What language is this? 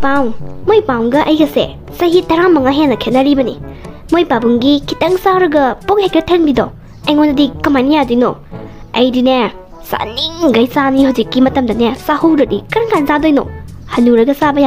Manipuri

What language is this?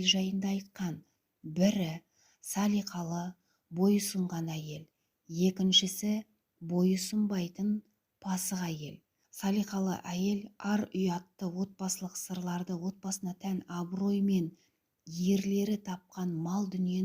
Kazakh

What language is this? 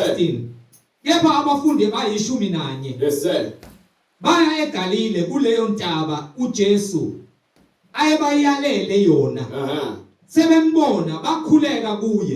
Zulu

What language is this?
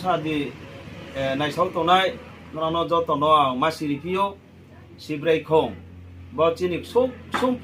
Riang (India)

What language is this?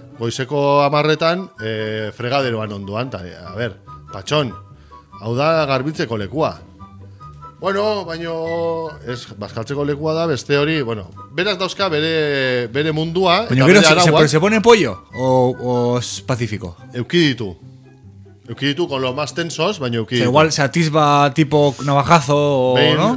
Basque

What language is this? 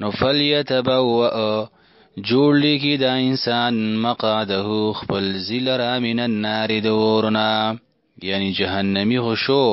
Pashto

